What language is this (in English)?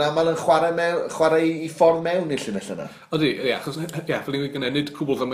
Welsh